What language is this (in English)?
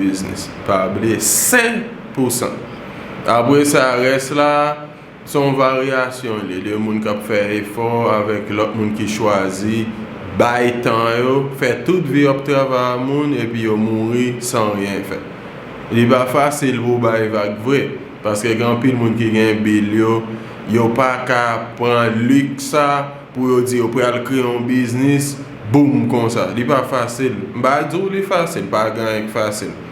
Haitian Creole